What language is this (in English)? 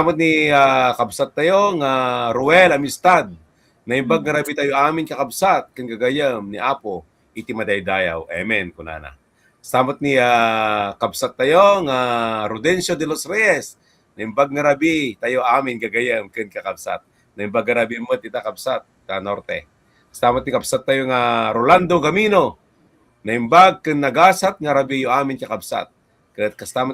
Iloko